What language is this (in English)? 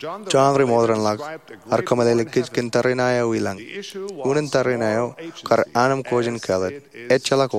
Marshallese